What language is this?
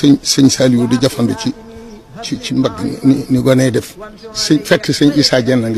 Wolof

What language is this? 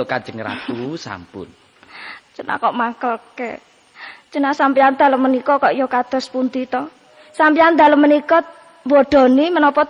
Javanese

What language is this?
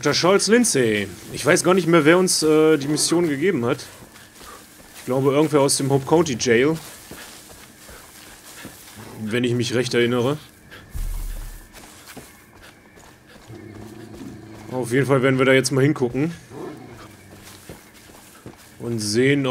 German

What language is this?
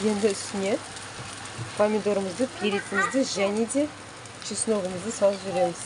Kazakh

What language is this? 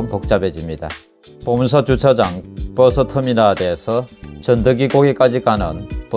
Korean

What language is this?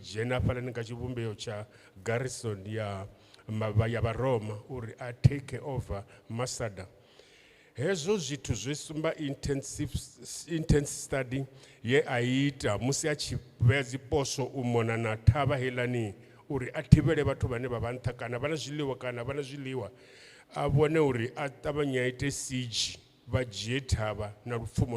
Venda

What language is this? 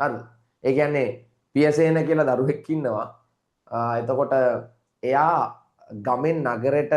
Sinhala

